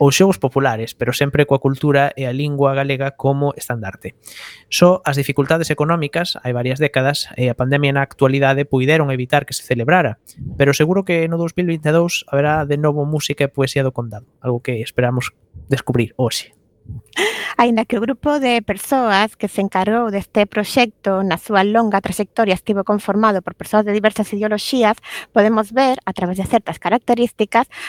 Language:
Galician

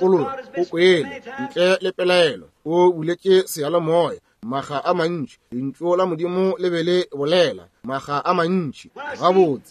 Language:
Northern Sotho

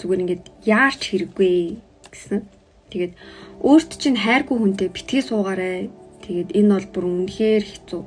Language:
Mongolian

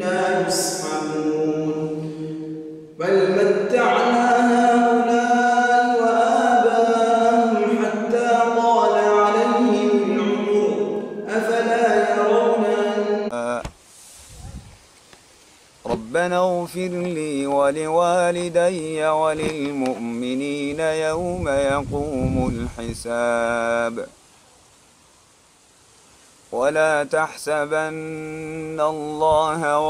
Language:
Arabic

